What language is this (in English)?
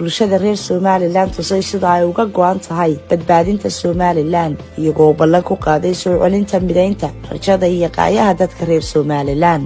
Somali